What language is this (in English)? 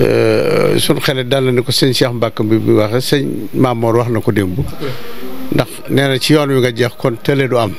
Wolof